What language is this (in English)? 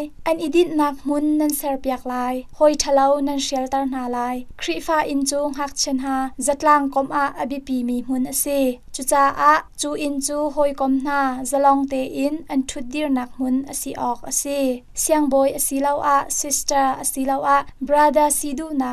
Hakha Chin